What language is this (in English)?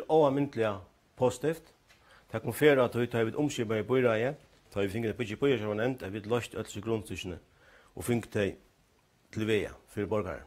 Faroese